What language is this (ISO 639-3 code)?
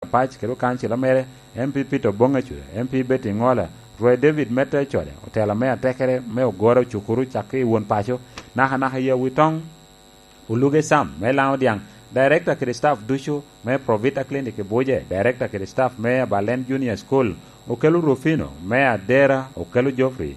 laj